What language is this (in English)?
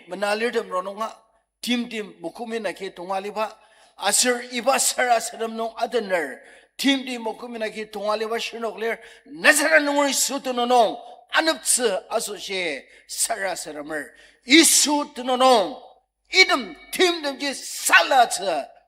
Ao Naga